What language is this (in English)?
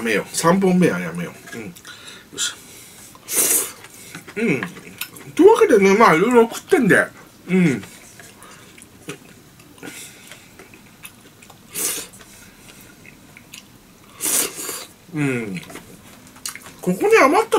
Japanese